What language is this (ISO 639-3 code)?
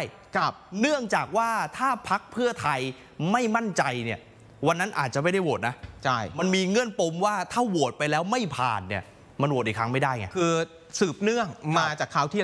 tha